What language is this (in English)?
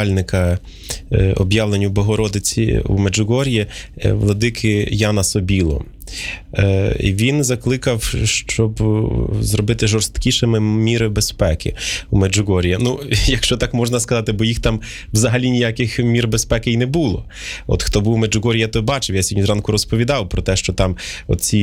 Ukrainian